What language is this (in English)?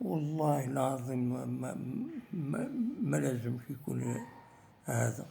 Algerian Arabic